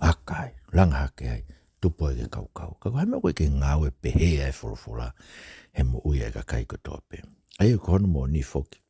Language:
Tongan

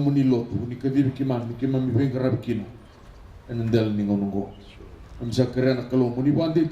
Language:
Fijian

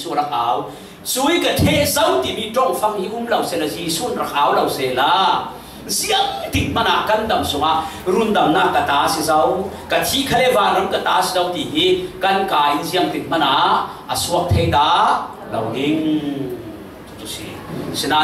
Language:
Falam Chin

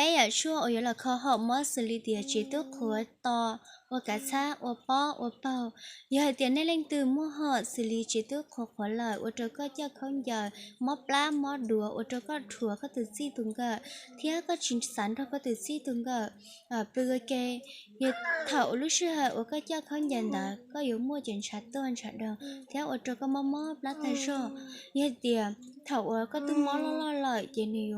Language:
Hmong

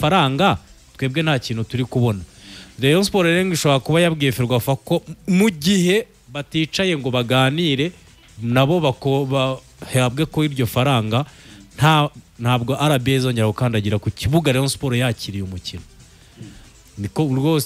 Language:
Kinyarwanda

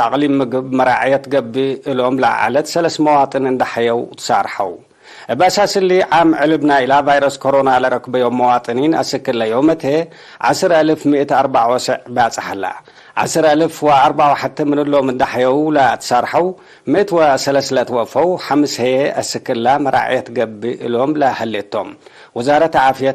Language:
Tigre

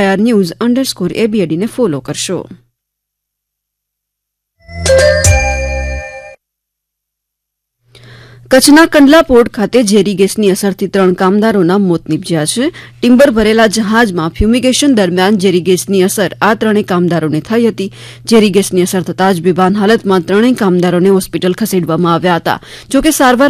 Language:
Gujarati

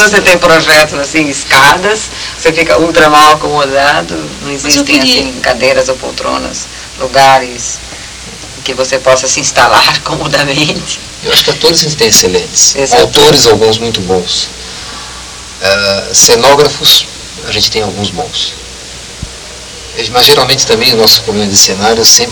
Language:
Portuguese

